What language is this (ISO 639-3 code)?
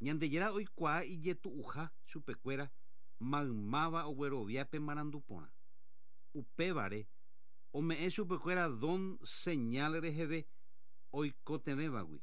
grn